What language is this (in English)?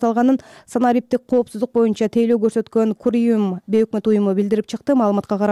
Kyrgyz